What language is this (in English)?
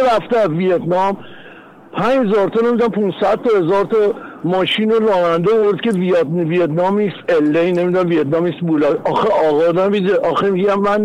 Persian